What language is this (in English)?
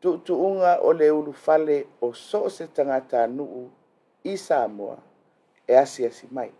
Samoan